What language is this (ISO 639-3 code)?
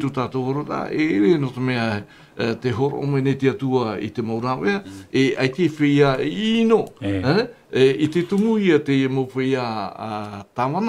tah